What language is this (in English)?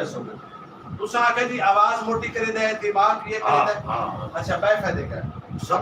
Saraiki